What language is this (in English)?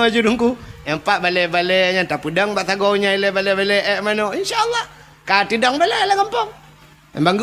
Achinese